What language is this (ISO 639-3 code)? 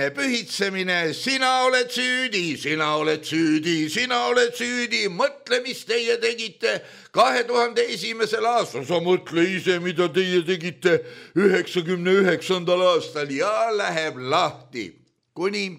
est